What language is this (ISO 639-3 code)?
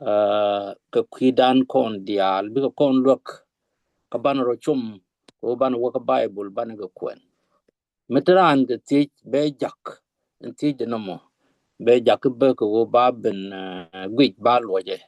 nus